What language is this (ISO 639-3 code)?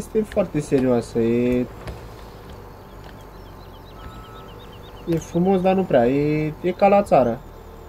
ron